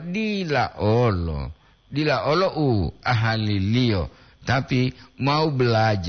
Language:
Gorontalo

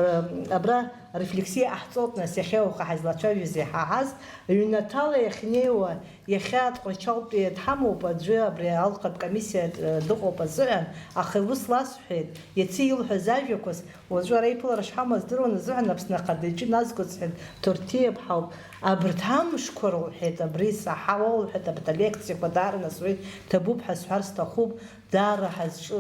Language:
Abkhazian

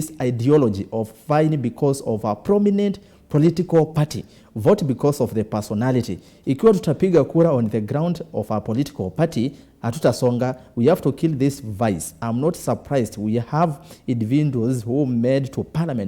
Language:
Kamba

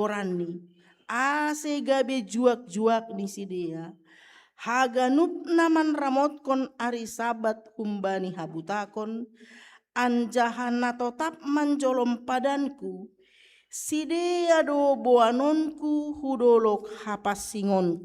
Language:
Batak Simalungun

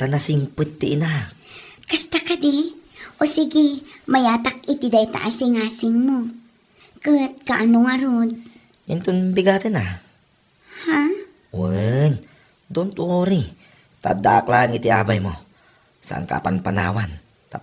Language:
Iloko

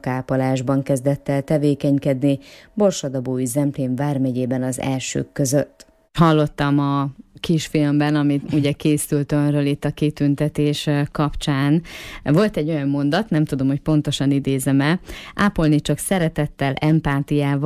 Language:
Hungarian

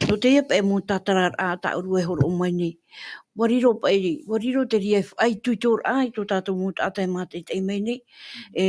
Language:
Tahitian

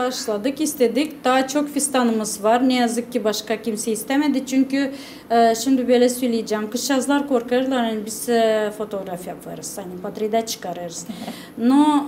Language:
Gagauz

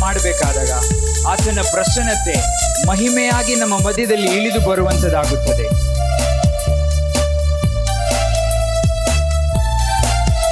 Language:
Kannada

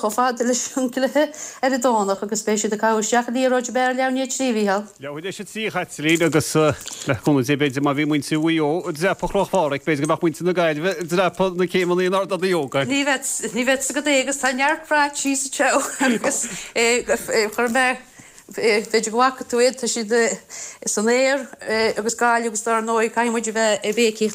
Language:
Irish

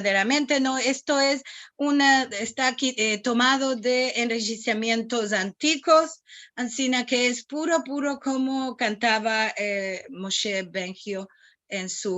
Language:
Ladino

